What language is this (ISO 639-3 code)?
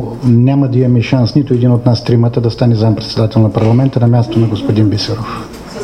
bul